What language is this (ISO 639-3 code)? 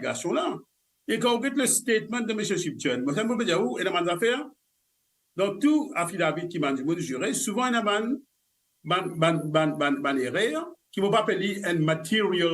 mfe